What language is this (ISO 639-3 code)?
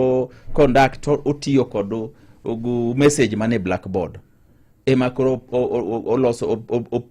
luo